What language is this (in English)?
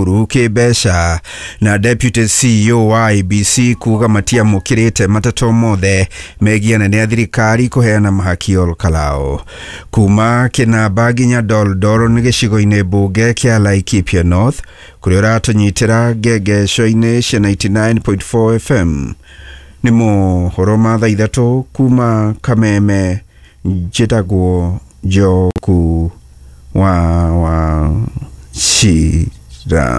Kikuyu